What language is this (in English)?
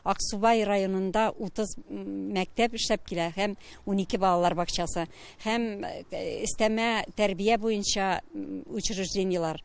Tatar